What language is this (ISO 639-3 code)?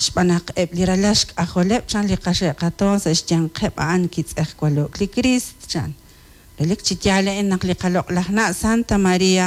kek